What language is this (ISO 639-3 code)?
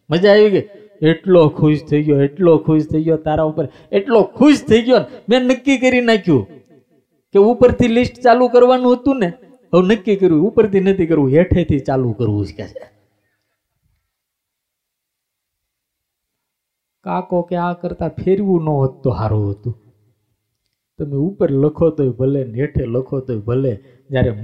guj